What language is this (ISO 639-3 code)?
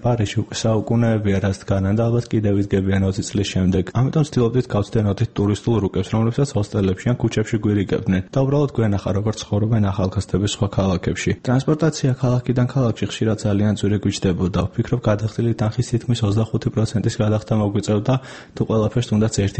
kat